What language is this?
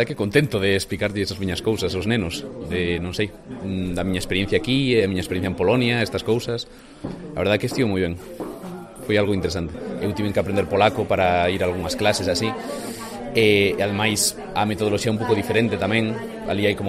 Galician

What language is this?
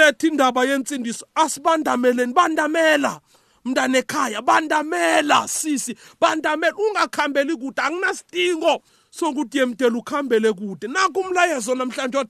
South Ndebele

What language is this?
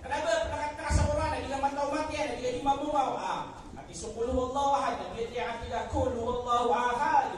Maranao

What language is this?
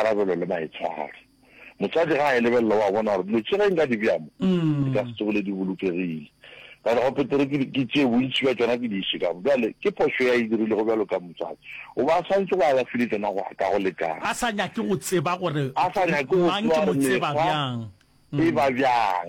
Northern Sotho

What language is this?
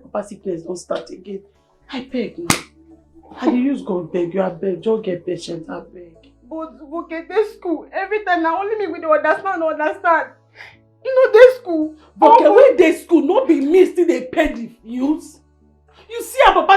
Nigerian Pidgin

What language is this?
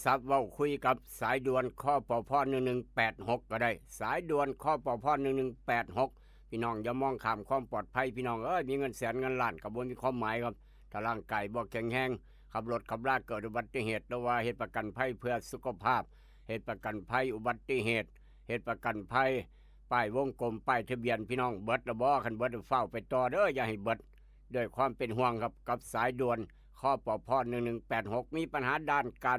Northeastern Thai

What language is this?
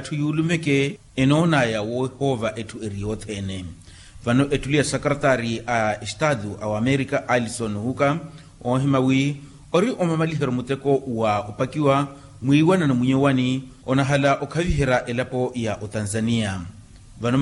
Makhuwa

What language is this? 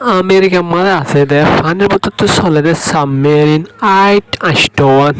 Rohingya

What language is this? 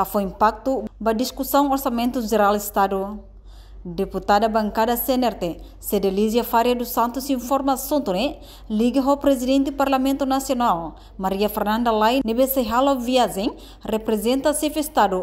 Tetum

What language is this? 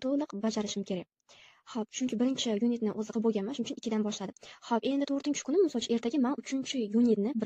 Uzbek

